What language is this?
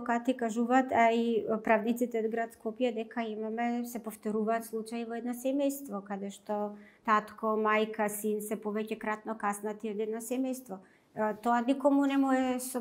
Macedonian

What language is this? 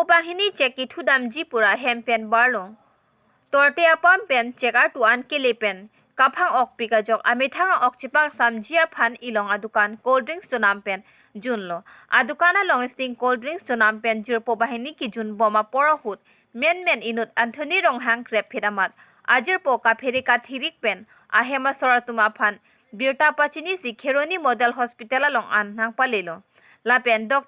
Karbi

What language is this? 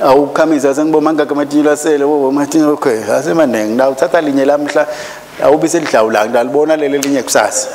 Swati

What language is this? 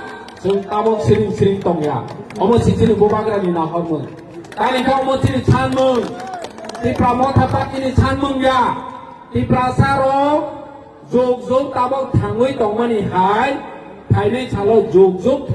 Kok Borok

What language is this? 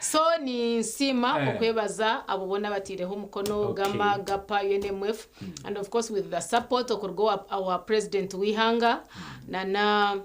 Nyankole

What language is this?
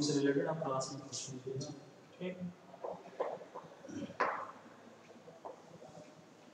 Hindi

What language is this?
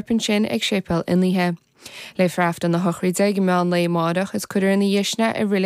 Irish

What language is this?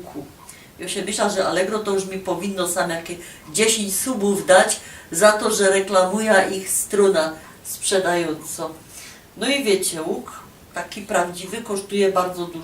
Silesian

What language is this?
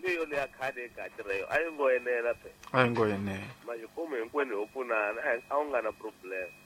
Tsonga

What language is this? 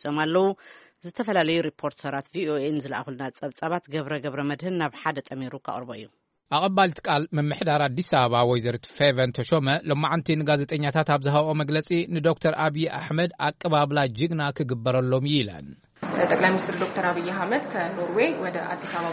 Tigrinya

